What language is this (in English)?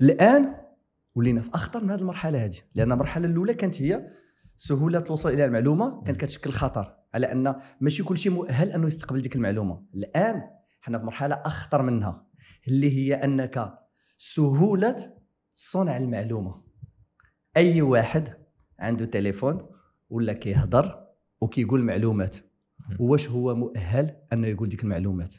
Moroccan Arabic